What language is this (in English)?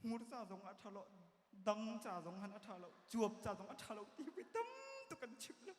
Hakha Chin